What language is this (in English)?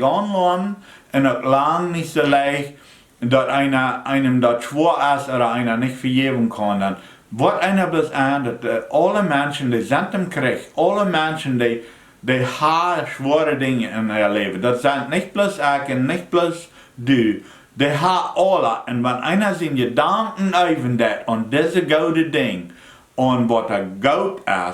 Plautdietsch